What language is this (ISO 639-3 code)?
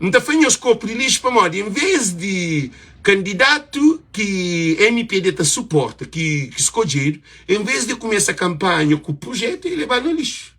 kea